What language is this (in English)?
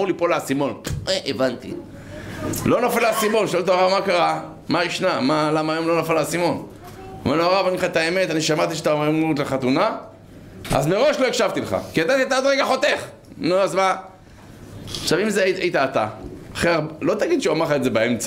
Hebrew